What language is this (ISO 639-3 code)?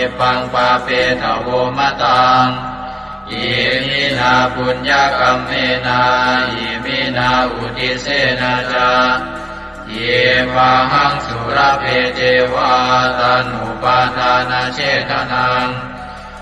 pli